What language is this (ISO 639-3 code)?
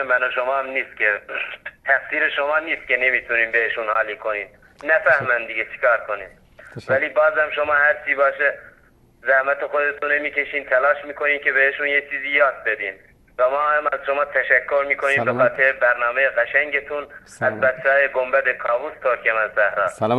fas